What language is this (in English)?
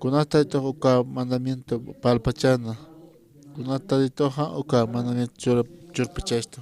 Aymara